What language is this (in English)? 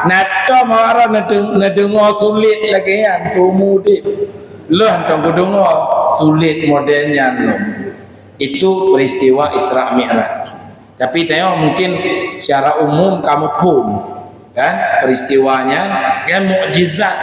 Achinese